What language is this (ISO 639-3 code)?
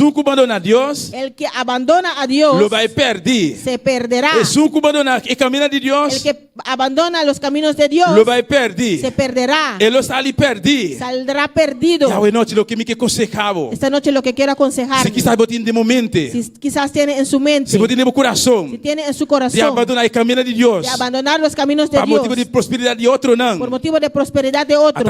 pap